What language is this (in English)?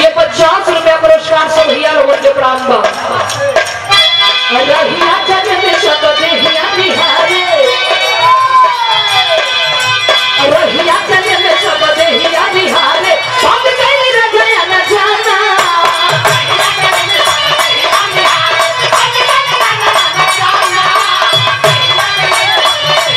Bhojpuri